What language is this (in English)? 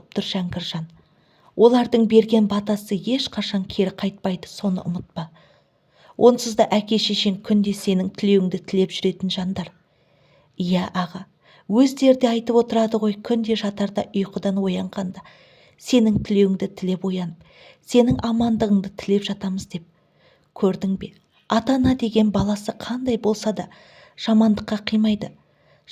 Kazakh